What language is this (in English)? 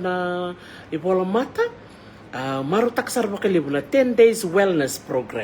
Fijian